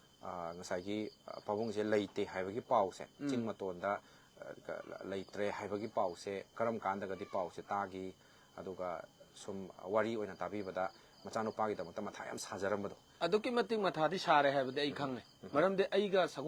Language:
Manipuri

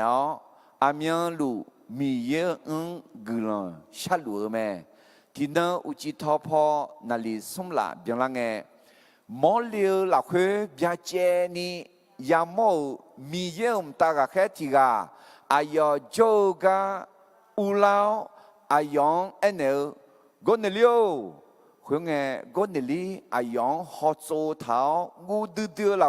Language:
Akha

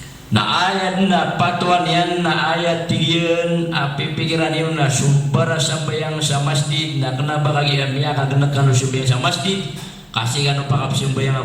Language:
Maranao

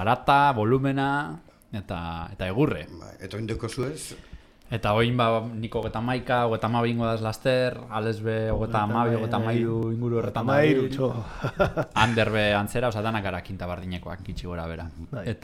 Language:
Basque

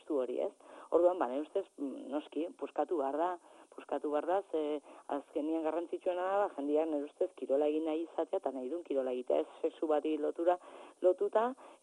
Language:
Basque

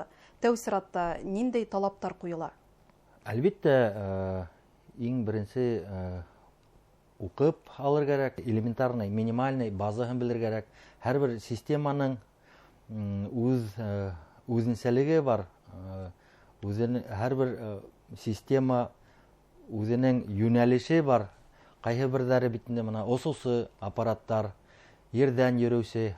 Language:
Bashkir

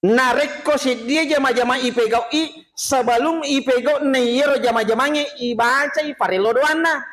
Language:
Buginese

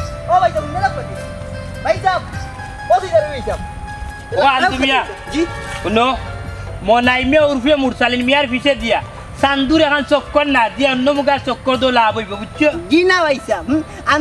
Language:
Sylheti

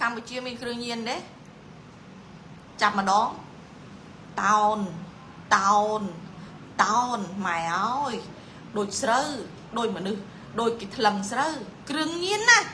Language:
Khmer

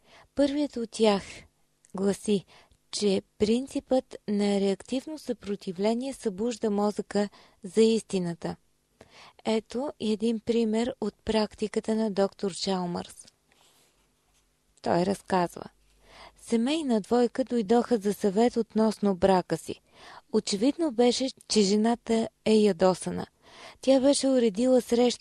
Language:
Bulgarian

